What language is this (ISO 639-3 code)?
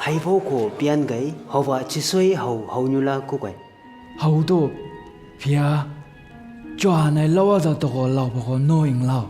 nbc